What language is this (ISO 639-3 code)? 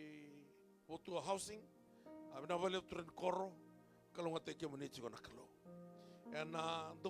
fij